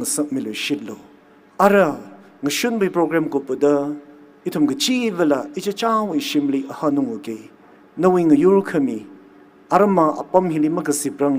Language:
Tangkhul Naga (India)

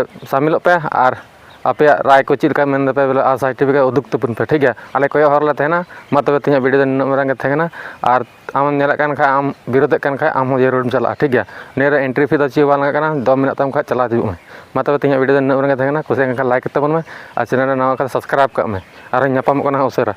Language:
Santali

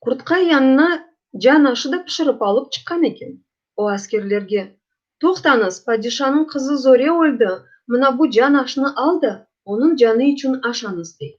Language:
Crimean Tatar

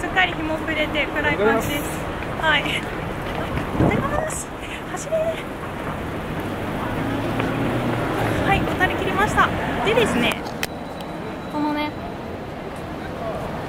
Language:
Japanese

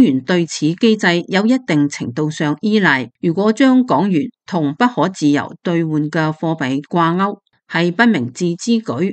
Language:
Cantonese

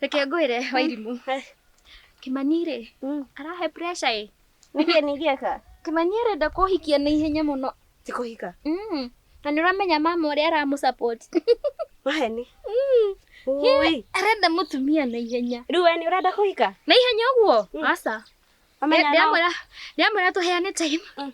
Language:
Kikuyu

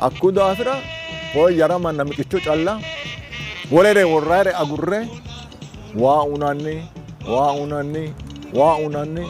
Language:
Sidamo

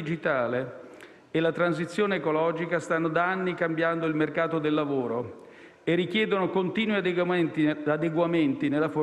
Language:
Italian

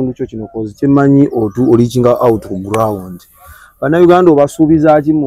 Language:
Ganda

